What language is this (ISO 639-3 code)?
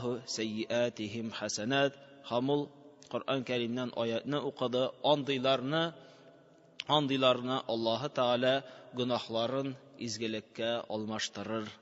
tat